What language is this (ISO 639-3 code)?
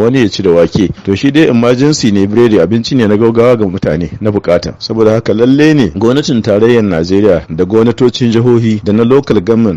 hau